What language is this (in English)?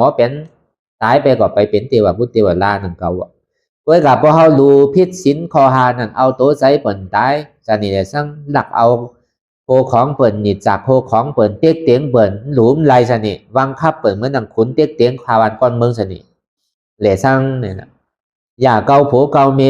Shan